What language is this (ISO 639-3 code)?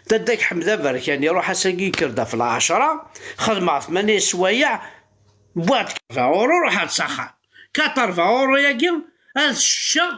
kab